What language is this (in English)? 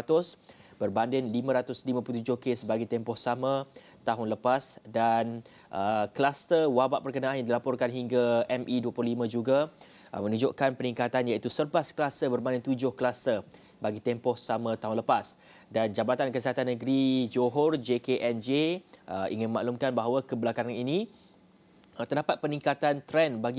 Malay